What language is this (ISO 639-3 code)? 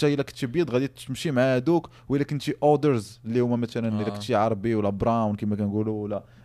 ary